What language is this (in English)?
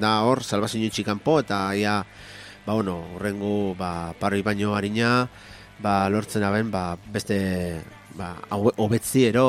Basque